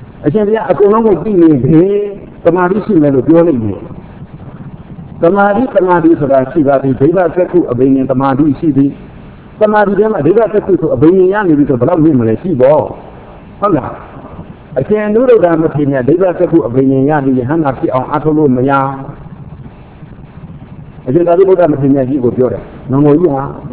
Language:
Burmese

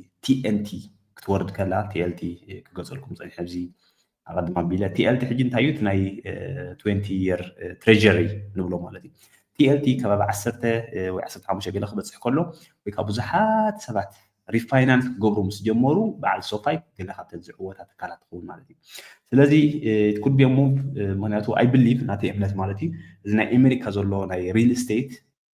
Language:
Tigrinya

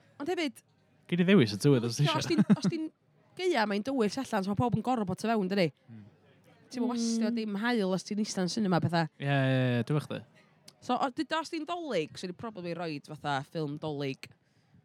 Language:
Welsh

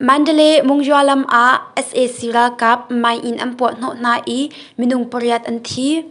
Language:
Hakha Chin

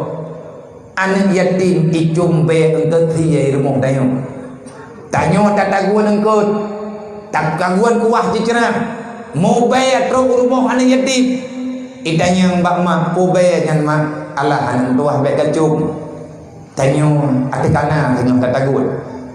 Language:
Achinese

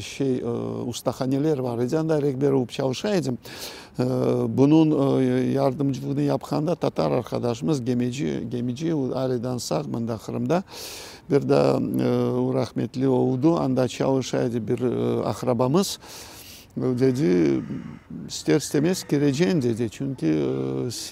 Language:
Crimean Tatar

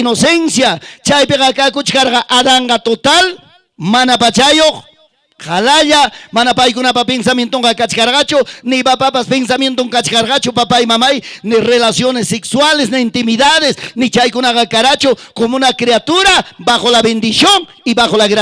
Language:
Ayacucho Quechua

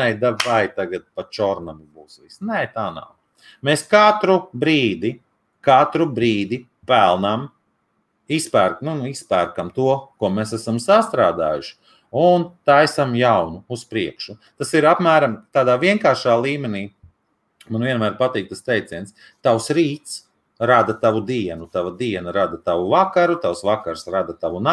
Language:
Latvian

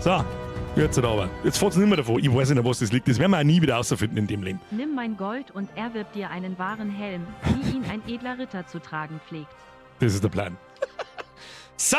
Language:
Bavarian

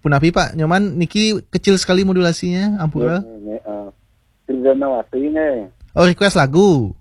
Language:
Balinese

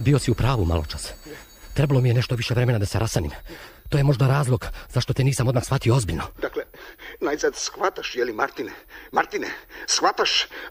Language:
Serbian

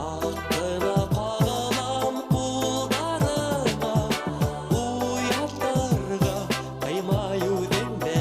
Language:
Bashkir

